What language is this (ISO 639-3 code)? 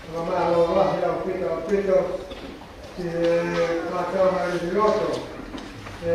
ton